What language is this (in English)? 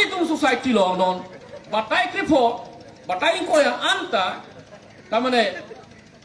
Karbi